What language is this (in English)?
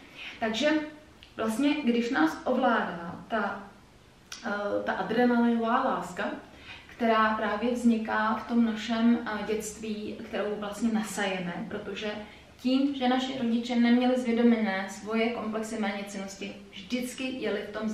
Czech